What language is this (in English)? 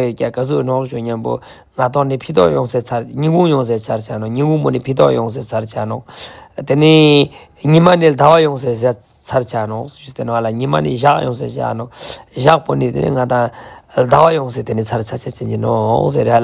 Ladakhi